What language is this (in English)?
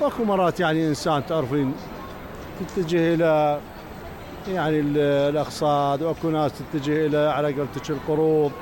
Mesopotamian Arabic